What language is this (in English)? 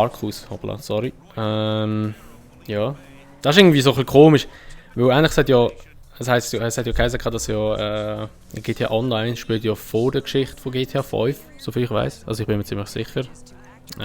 Swiss German